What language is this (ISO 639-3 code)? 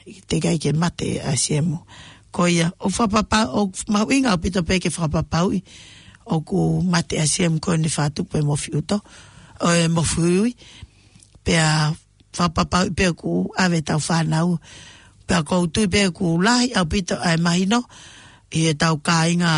ton